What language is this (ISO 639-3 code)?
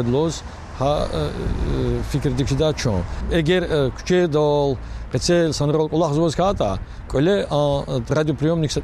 lez